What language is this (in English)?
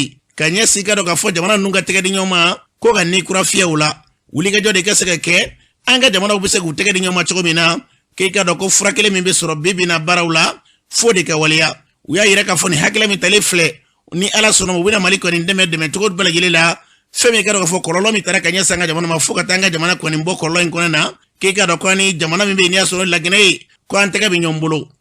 Bambara